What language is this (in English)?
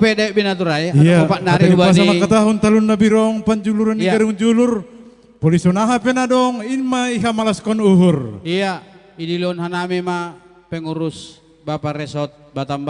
Batak Simalungun